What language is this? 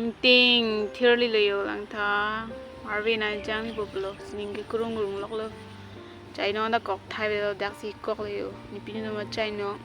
Karbi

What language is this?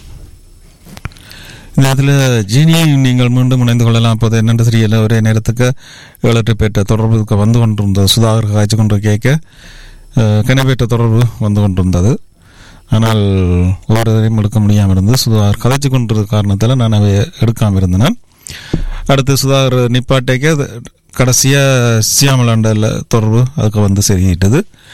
Tamil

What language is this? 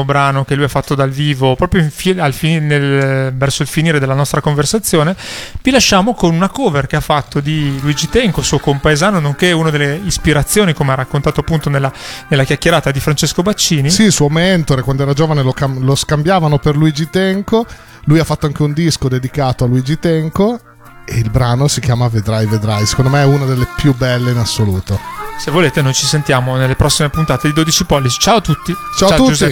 Italian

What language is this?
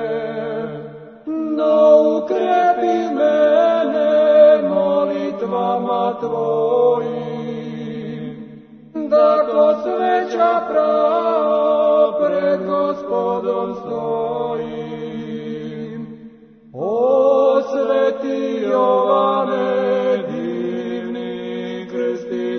Serbian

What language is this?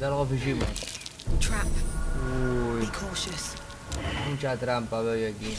Asturian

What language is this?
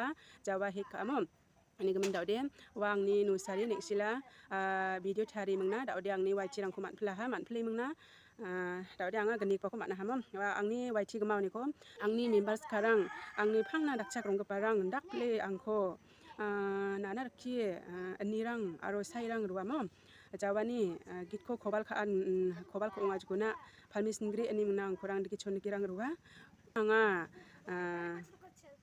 Garo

